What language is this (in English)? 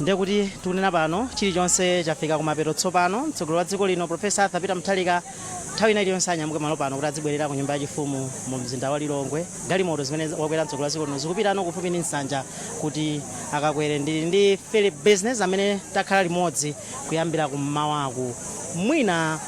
Nyanja